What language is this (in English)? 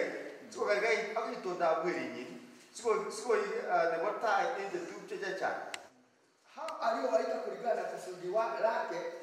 Swahili